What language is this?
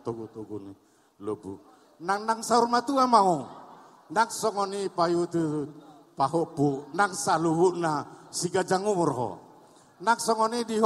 Batak Toba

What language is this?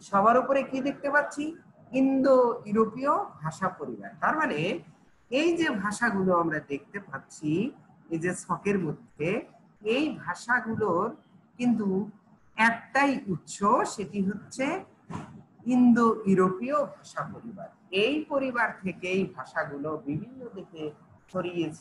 Bangla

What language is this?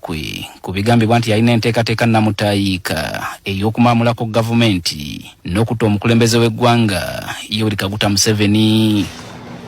Ganda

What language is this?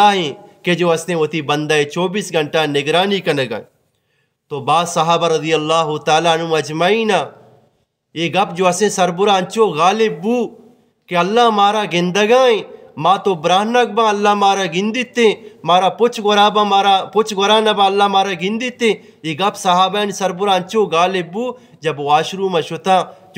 Eastern Balochi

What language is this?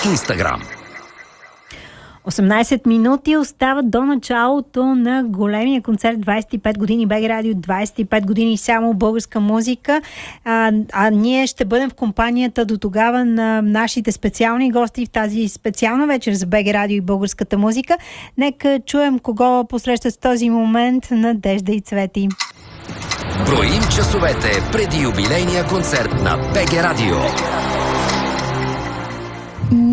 Bulgarian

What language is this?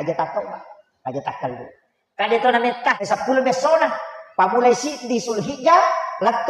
Buginese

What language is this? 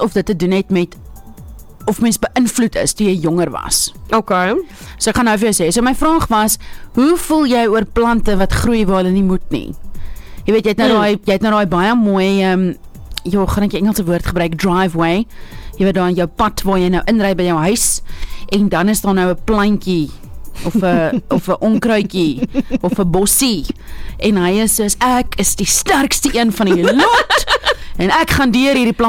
Afrikaans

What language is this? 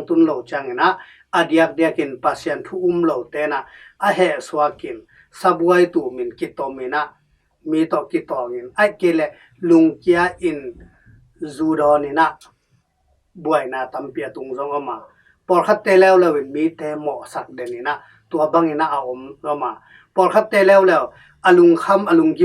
Tedim Chin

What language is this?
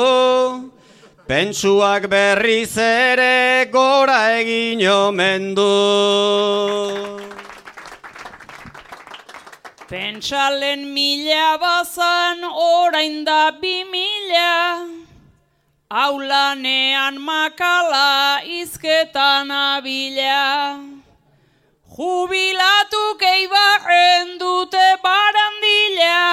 Basque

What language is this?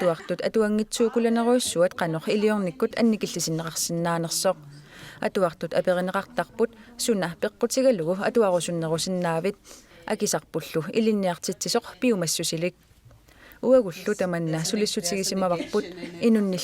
Kalaallisut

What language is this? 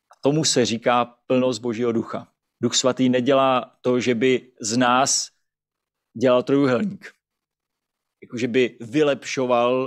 Czech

